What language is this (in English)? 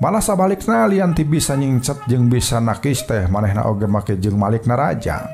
Sundanese